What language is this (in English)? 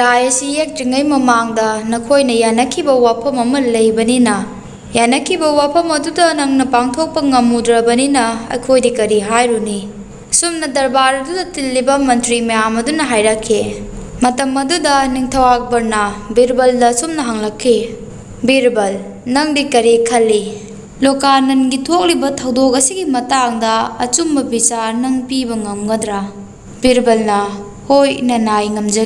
Manipuri